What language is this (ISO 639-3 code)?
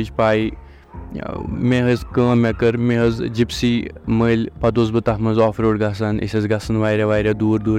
kas